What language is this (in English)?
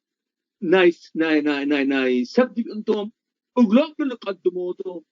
Tigre